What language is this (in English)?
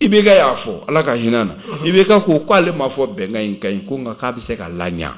Bambara